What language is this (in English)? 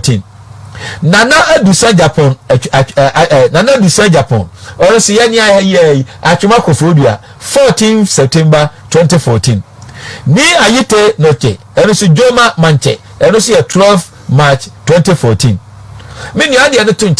Akan